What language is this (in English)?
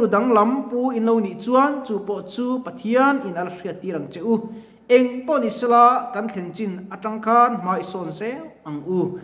Mizo